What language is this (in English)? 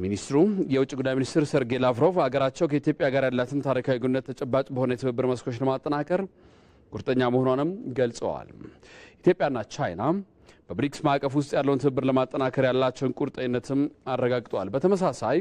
Amharic